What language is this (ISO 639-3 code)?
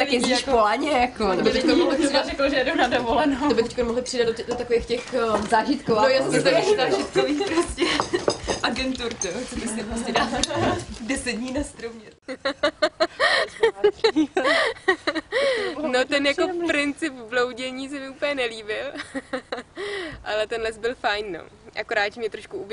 ces